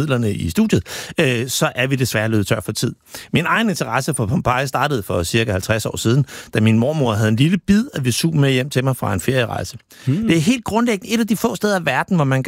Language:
Danish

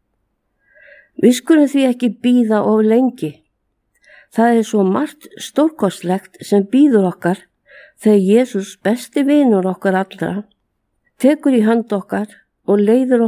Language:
Icelandic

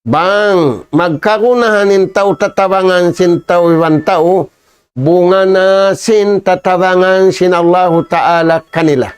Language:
Tausug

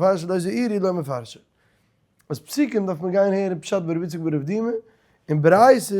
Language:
Yiddish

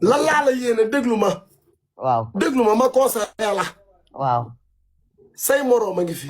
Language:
Wolof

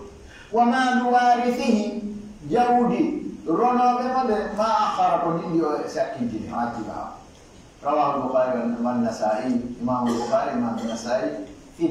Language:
Pular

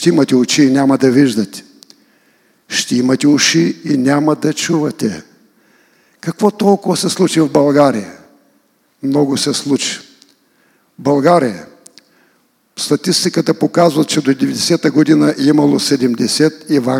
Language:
Bulgarian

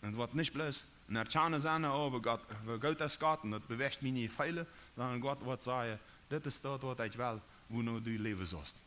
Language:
Plautdietsch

